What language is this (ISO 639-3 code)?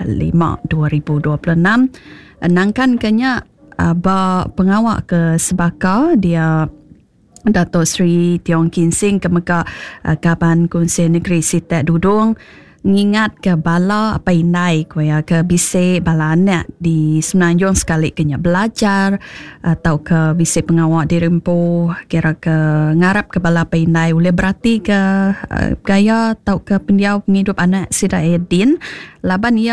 iba